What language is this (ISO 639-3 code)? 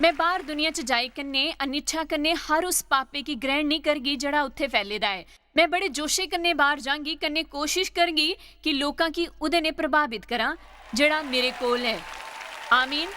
doi